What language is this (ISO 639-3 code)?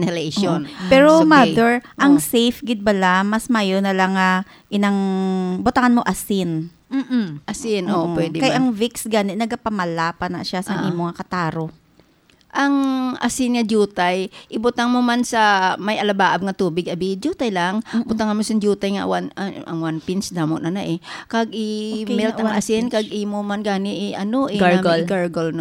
hil